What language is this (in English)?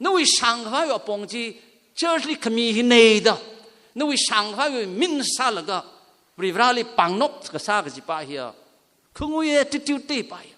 Tangkhul Naga (India)